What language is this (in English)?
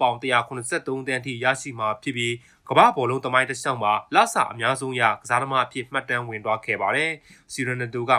Burmese